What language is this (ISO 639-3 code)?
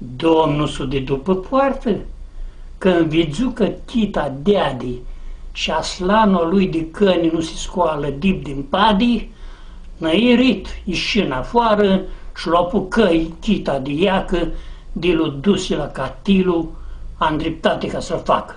rup